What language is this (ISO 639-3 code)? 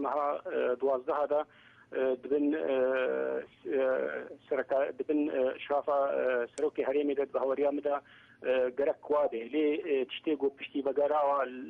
kur